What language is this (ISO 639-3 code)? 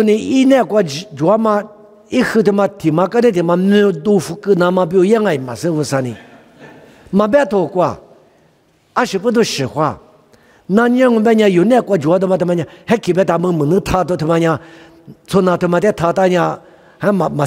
lis